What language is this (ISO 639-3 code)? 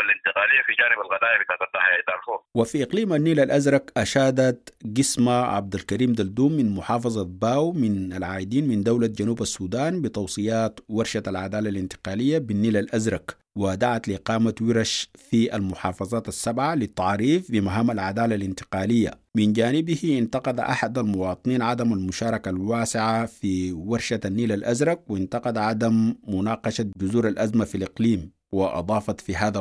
apd